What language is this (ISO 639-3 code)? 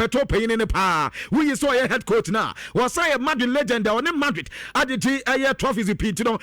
aka